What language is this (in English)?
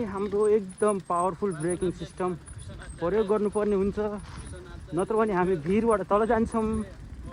Nepali